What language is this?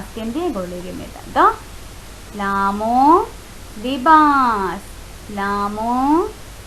Divehi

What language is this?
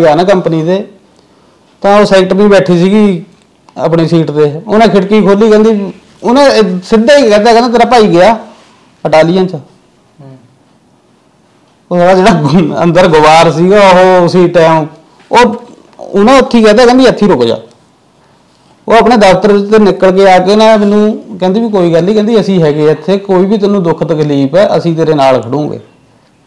Punjabi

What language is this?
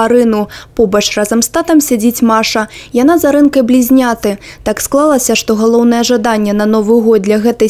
Belarusian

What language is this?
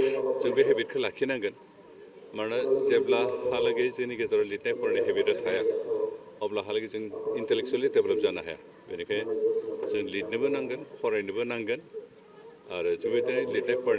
Bodo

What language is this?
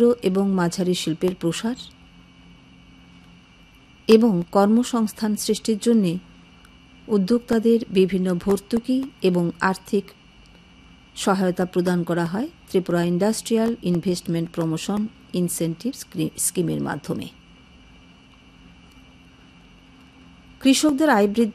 Bangla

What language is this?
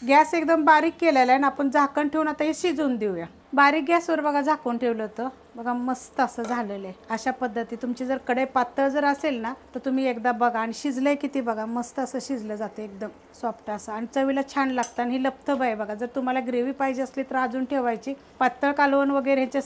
Marathi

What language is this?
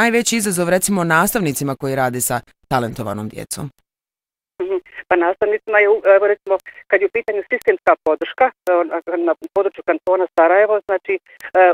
Bosnian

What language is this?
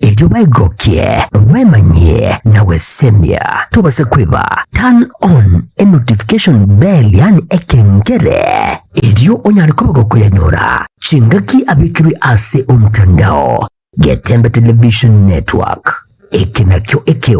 Gusii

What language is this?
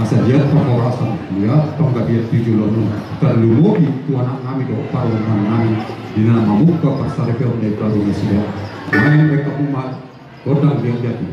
Batak Toba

